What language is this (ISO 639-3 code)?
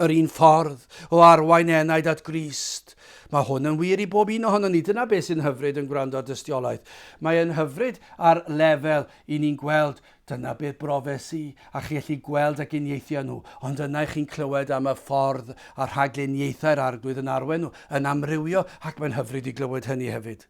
cym